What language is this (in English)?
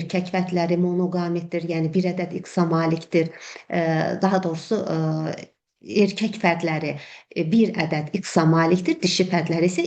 Azerbaijani